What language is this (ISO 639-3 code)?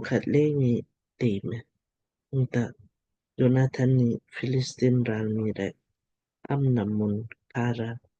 lmk